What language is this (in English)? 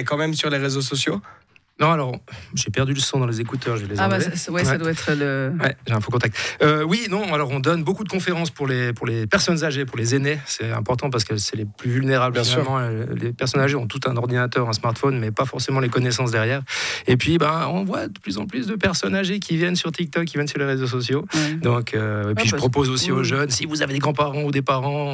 French